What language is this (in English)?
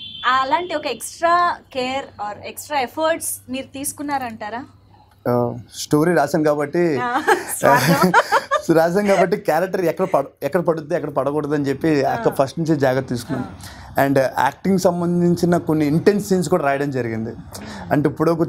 Telugu